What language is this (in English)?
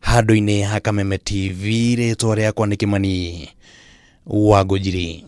Kikuyu